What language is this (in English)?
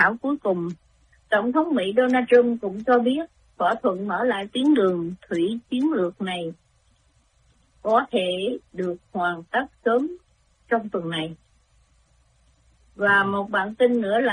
Vietnamese